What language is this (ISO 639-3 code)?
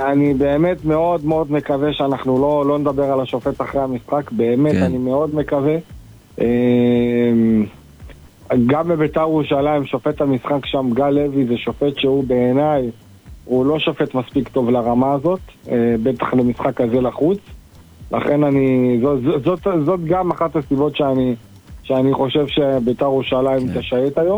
heb